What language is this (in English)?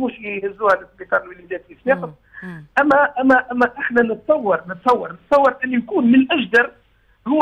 Tunisian Arabic